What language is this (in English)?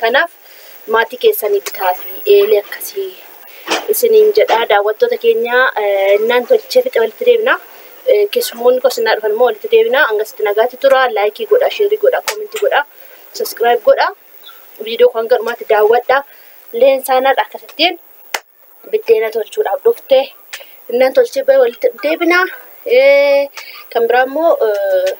Oromo